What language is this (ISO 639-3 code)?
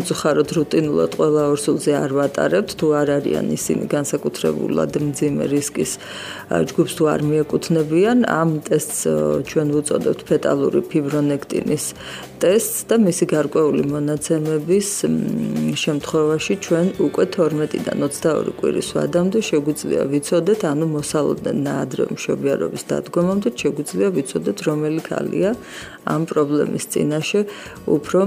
kat